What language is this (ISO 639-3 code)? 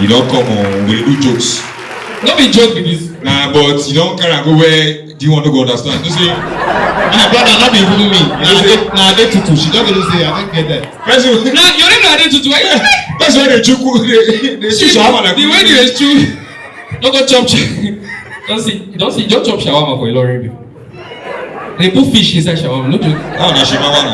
pcm